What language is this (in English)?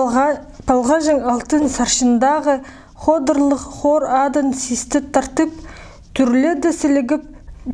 Khakas